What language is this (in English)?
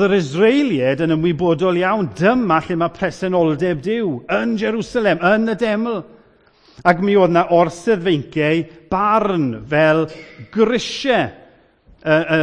Welsh